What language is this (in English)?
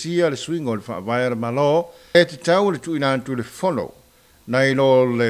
Samoan